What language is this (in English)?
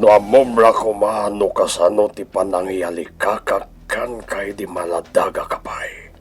Iloko